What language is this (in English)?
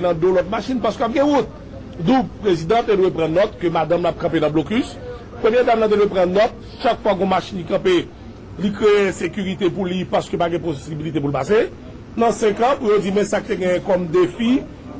Haitian Creole